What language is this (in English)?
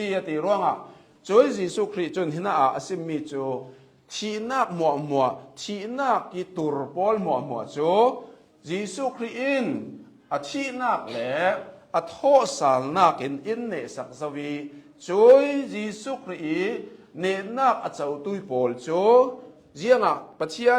Hakha Chin